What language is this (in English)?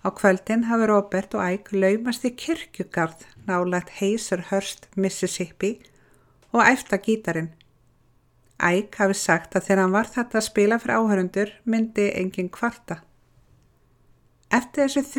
Icelandic